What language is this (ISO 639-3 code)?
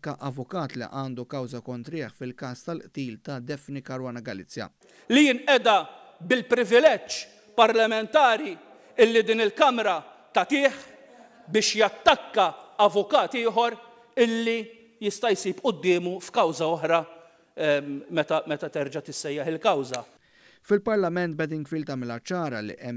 mlt